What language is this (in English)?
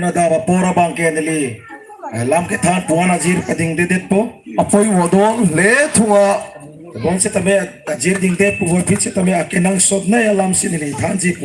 Karbi